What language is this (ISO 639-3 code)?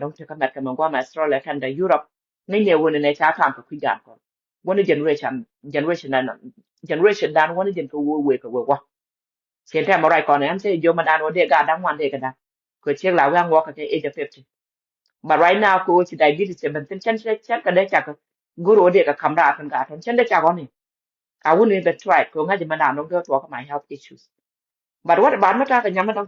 nus